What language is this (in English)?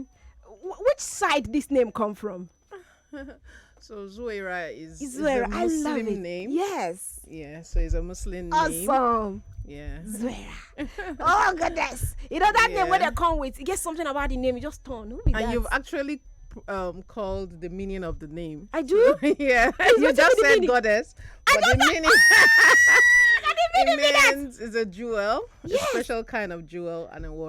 Nigerian Pidgin